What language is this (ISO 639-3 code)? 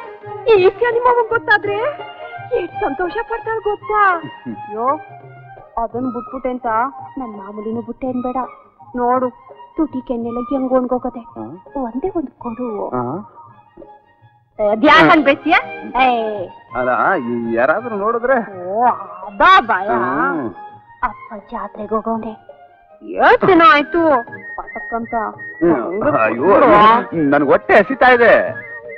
kan